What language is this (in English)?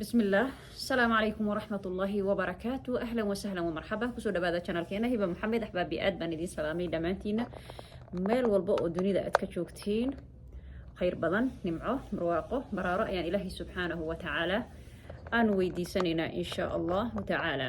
Somali